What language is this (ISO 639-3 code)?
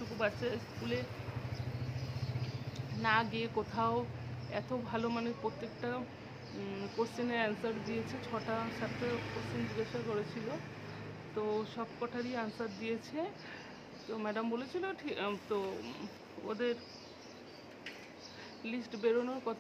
ben